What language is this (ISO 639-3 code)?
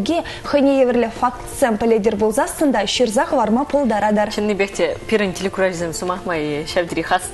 chv